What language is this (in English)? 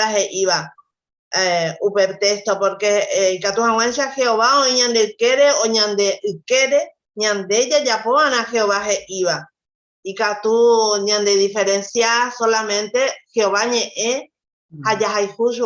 Guarani